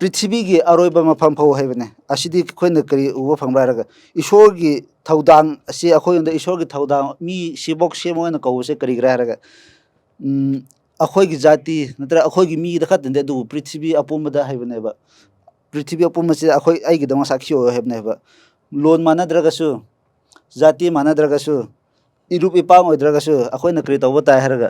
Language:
Manipuri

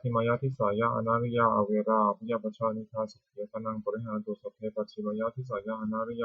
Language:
Pali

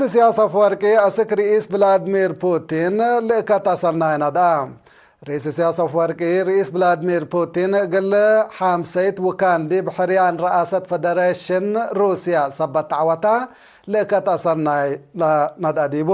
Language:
Tigre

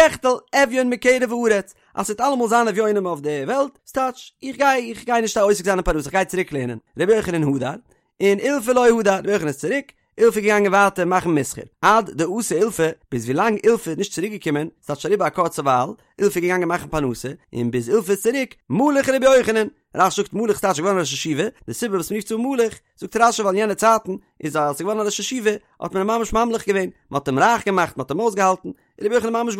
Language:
Yiddish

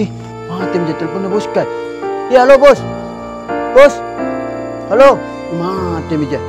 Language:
Makassar Malay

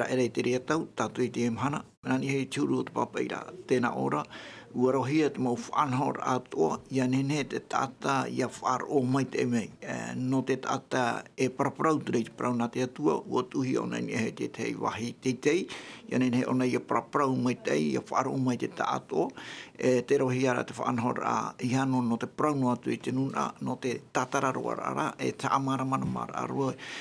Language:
Tahitian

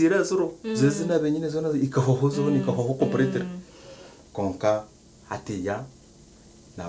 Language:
Nyankole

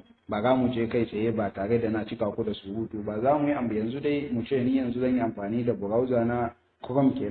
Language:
Hausa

